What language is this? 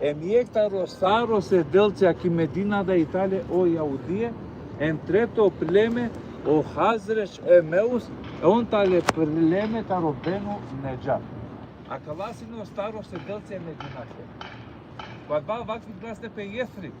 Balkan Romani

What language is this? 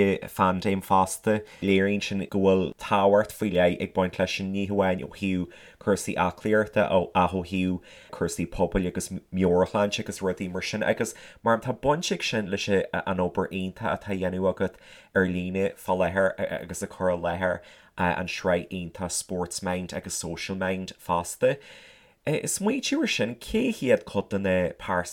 Irish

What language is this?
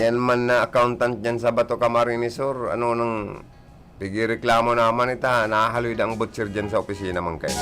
Bikol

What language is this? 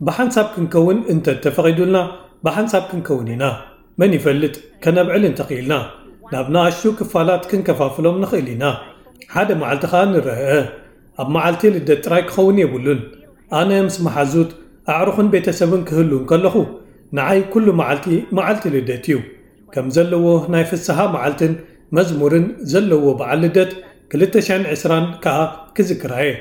Tigrinya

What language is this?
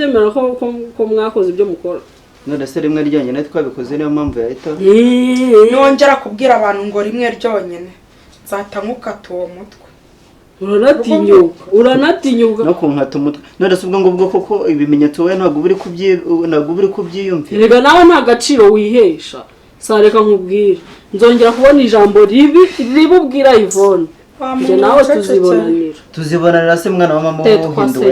Kinyarwanda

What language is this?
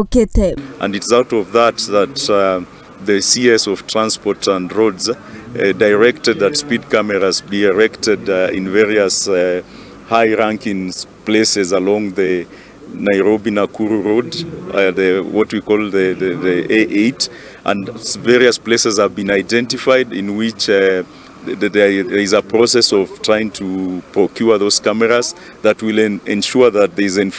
Kikuyu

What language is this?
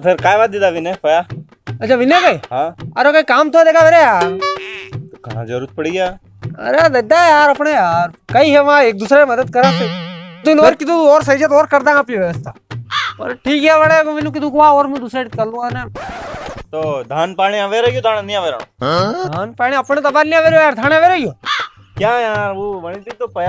Rajasthani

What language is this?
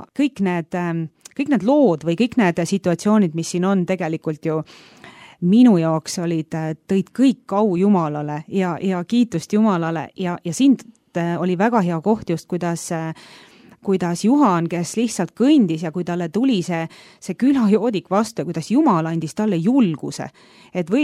Estonian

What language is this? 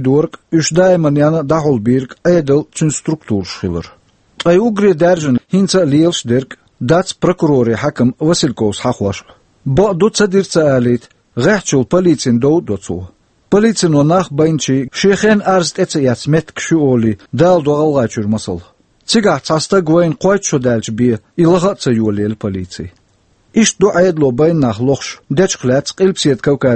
Chechen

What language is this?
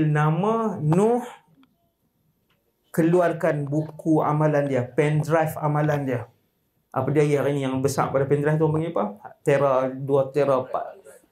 Malay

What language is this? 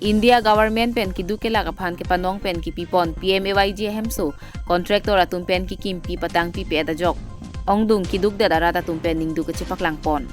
Karbi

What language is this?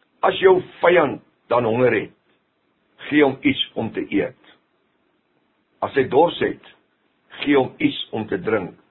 Afrikaans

